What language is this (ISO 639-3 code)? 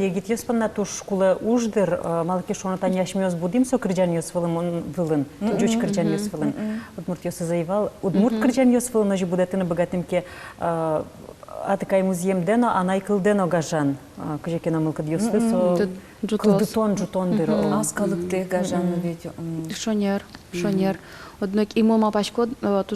udm